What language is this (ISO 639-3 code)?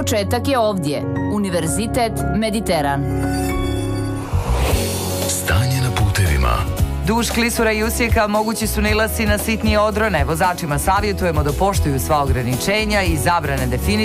srp